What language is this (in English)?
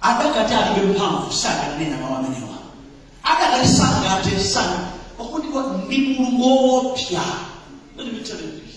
Nyanja